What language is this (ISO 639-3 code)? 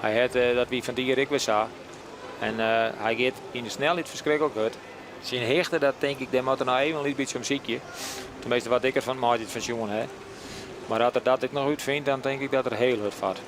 fry